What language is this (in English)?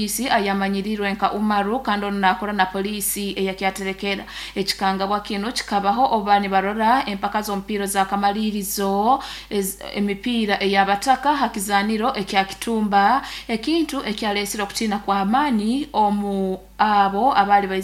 Nyoro